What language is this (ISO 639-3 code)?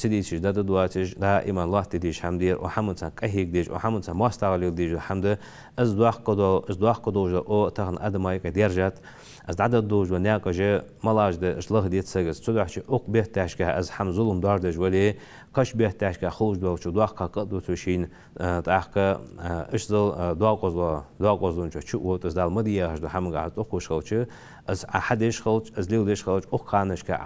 inh